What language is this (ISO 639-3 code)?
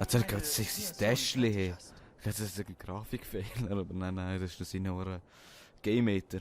gsw